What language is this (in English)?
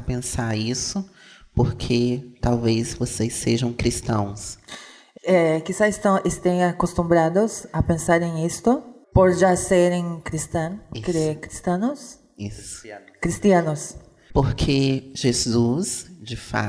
Portuguese